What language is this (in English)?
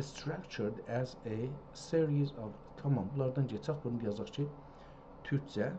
South Azerbaijani